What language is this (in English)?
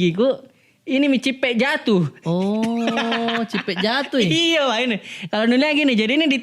Makassar Malay